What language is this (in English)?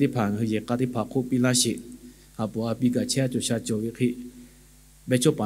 Lahu